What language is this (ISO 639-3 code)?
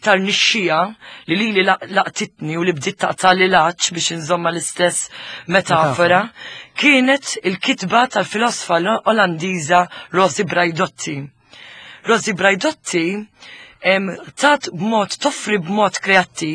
mlt